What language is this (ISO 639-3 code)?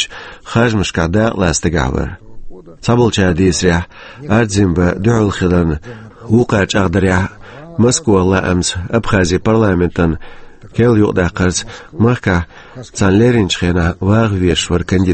che